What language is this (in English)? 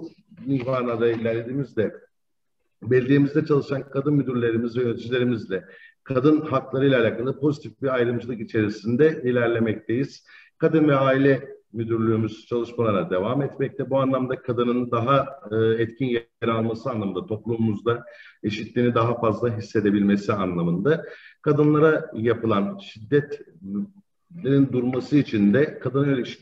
Turkish